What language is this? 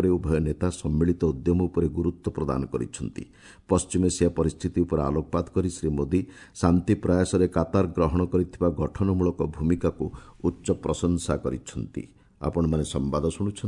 Odia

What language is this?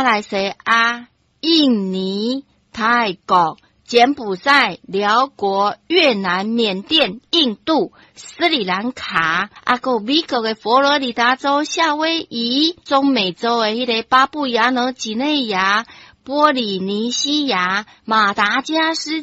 Min Nan Chinese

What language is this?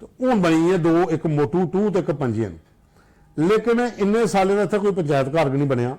Dogri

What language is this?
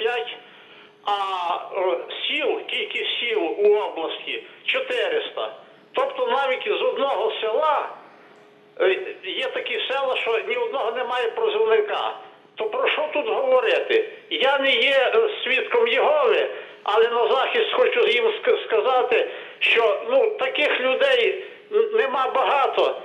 Ukrainian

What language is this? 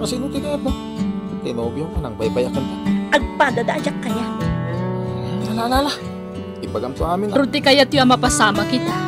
Iloko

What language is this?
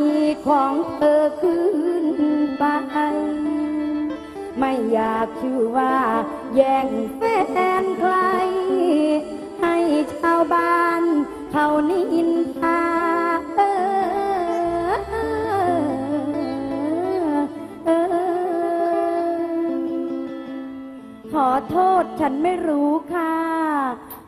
Thai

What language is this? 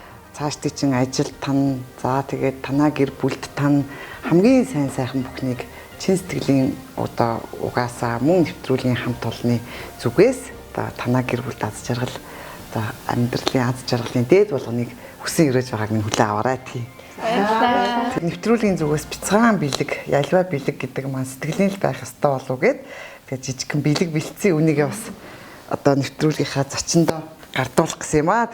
Mongolian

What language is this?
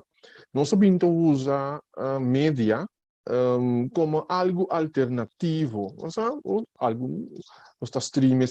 Papiamento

